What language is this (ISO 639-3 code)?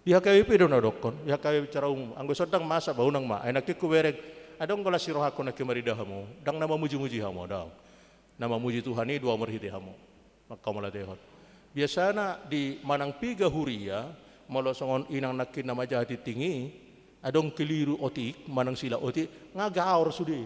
bbc